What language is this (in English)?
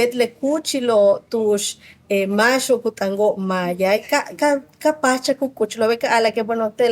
Yucateco